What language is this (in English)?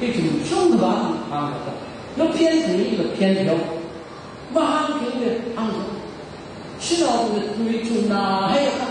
Tangkhul Naga (India)